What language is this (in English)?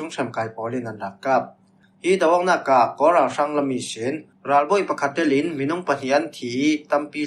Falam Chin